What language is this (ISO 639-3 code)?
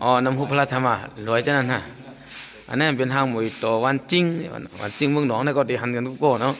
shn